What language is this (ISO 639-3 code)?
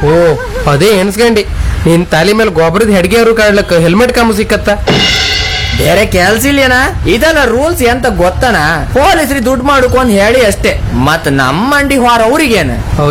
kan